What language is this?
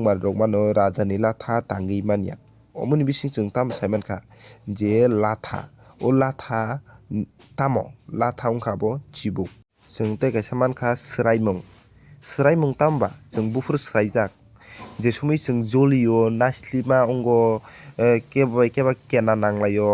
Kok Borok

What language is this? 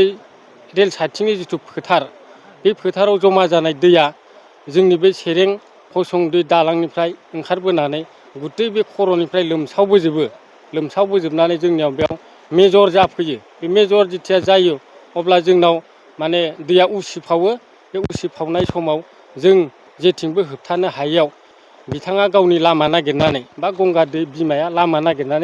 Bodo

